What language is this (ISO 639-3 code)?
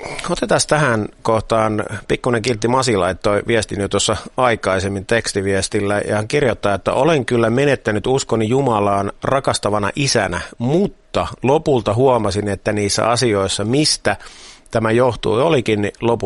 fin